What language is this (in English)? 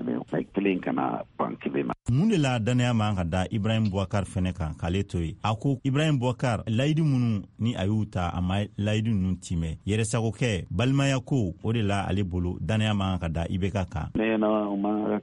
Bambara